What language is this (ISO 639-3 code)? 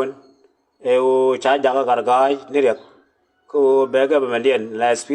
nus